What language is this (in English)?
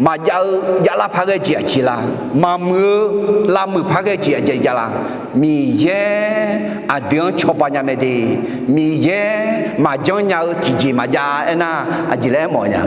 Akha